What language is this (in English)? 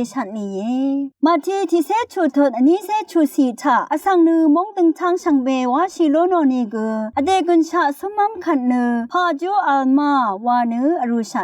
Rawang